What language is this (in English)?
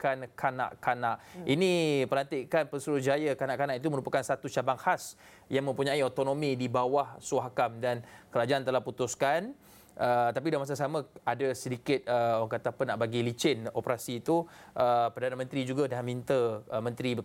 Malay